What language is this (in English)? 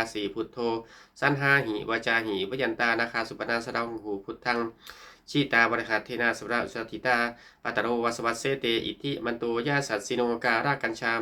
Pali